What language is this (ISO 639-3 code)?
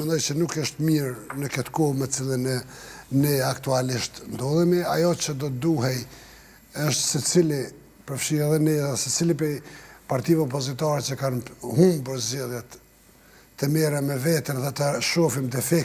sqi